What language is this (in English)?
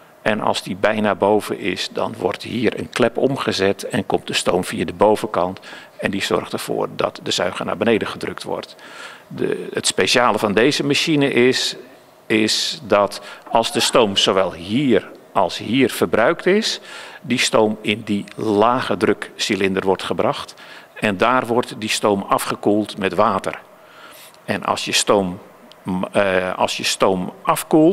Dutch